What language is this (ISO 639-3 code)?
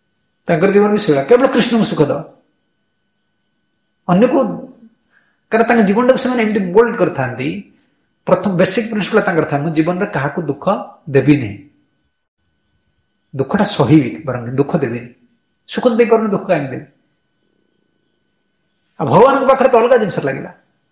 ori